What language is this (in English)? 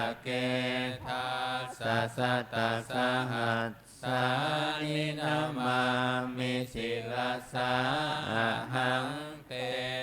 Pali